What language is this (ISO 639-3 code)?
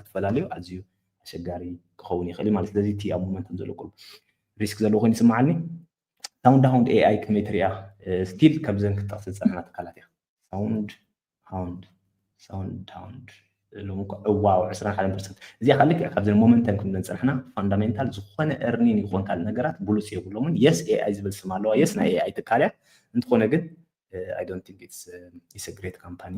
tir